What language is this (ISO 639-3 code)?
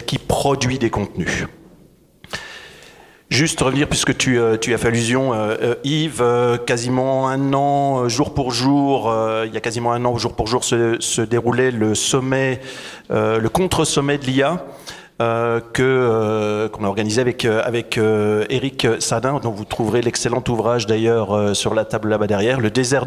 fra